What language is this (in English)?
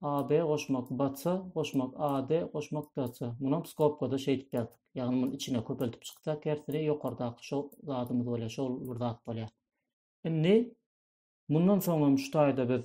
Turkmen